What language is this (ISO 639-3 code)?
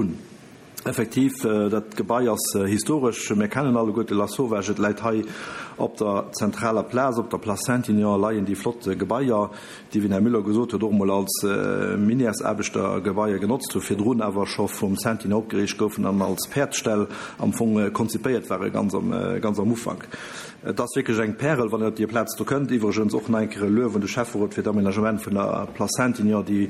ltz